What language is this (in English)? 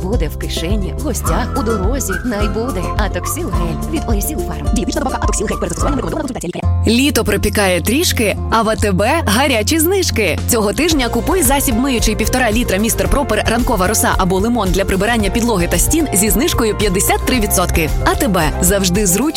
Ukrainian